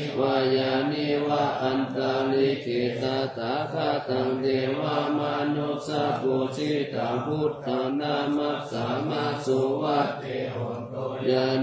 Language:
Pali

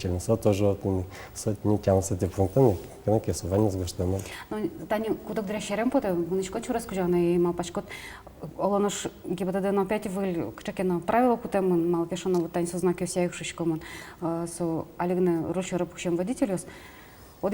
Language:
Udmurt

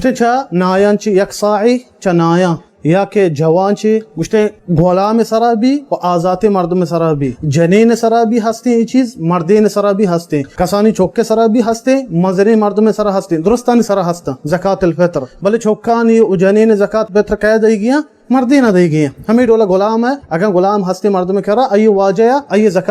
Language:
Baluchi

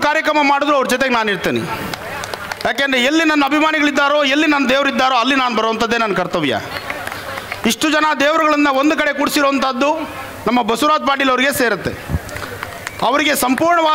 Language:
Kannada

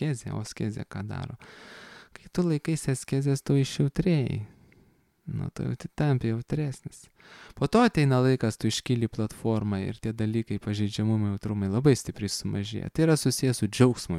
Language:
Lithuanian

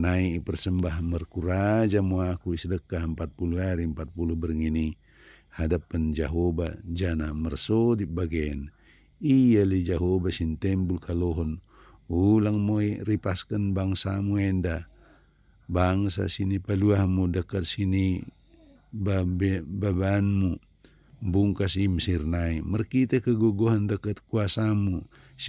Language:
Batak Dairi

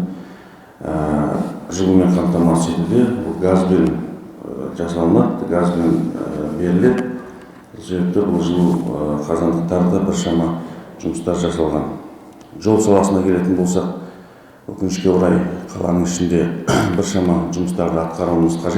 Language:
Kazakh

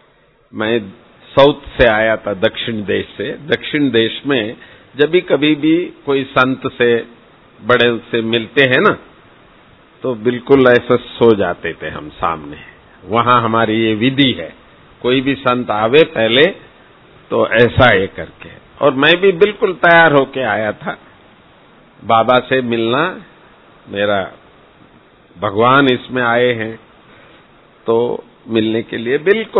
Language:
Hindi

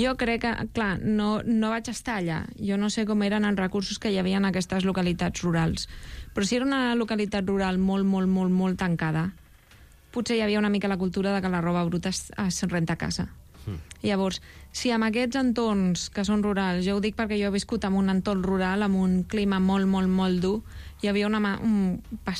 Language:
Catalan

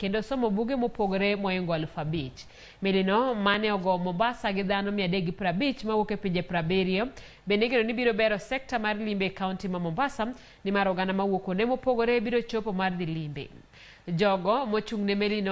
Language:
Luo (Kenya and Tanzania)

